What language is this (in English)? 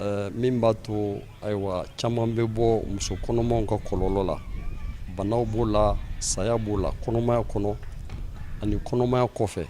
Bambara